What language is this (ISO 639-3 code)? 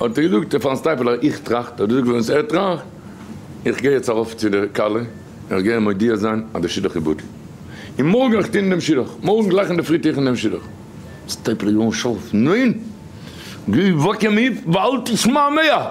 yid